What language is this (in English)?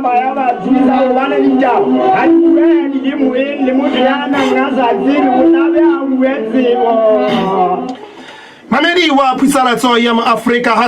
Southern Sotho